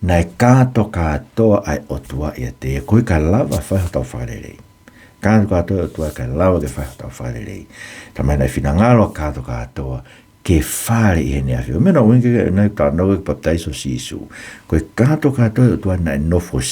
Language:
Tongan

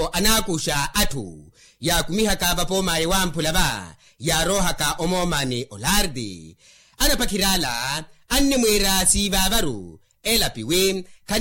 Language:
Makhuwa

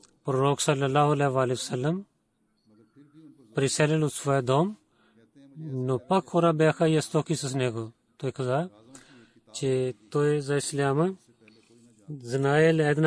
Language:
Bulgarian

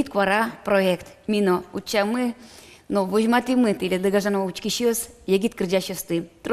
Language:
Udmurt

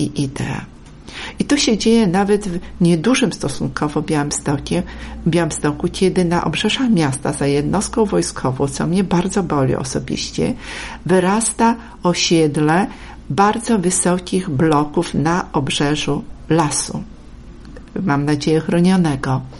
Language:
Polish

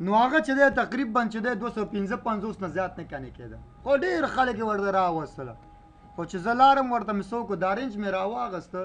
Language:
Pashto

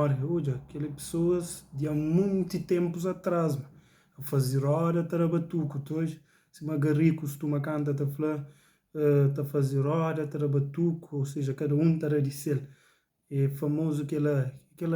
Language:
Kabuverdianu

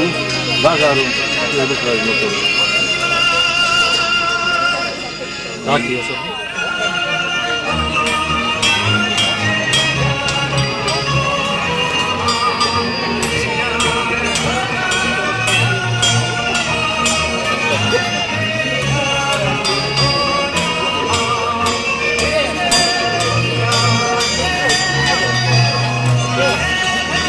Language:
Slovak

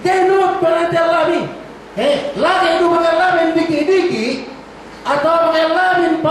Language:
Yakan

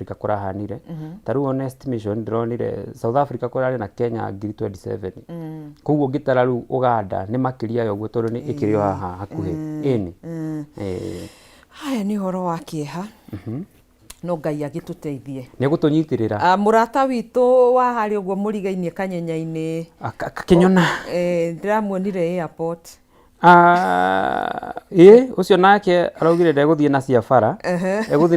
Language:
Kikuyu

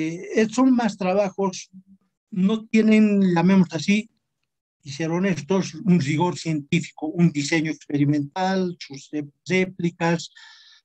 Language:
Spanish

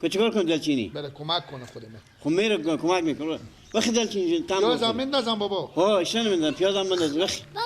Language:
Persian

